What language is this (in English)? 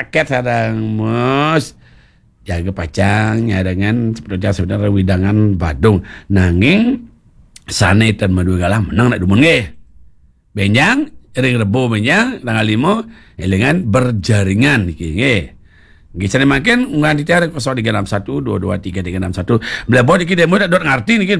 Balinese